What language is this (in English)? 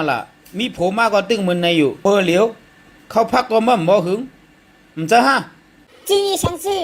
Shan